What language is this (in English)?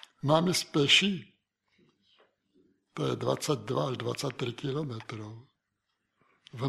Slovak